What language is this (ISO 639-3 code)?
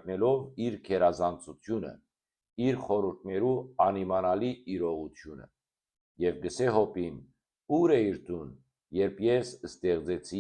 hyw